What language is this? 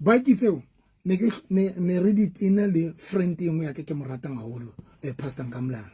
Southern Sotho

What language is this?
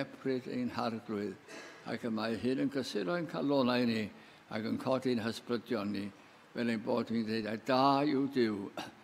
Welsh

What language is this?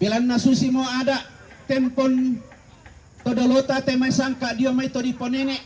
Toraja-Sa'dan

